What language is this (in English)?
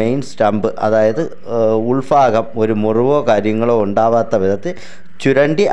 Malayalam